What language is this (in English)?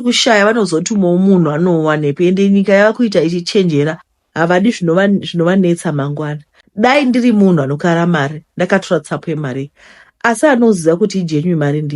Shona